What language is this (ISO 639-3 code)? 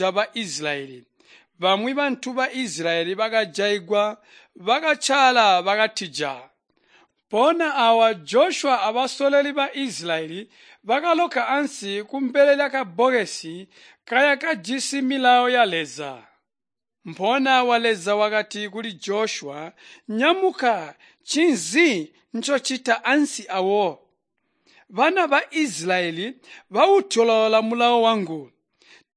toi